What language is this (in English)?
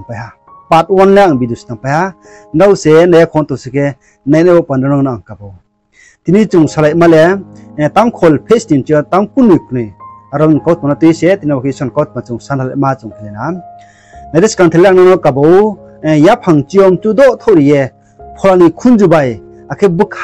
Riang (India)